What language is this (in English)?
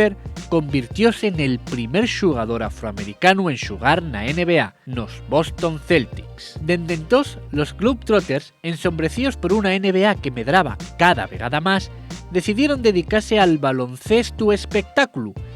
Asturian